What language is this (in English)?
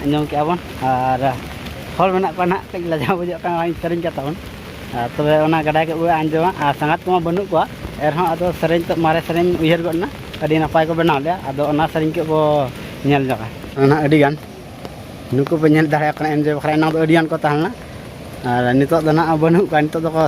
Santali